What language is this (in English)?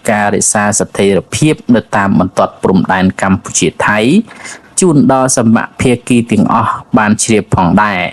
Khmer